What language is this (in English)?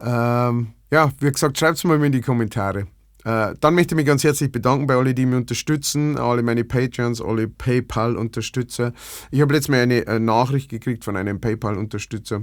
Bavarian